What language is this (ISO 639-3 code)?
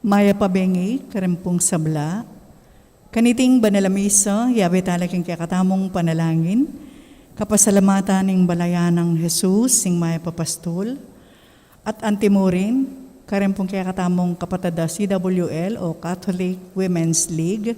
pam